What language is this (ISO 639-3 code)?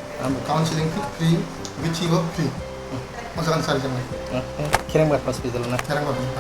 trp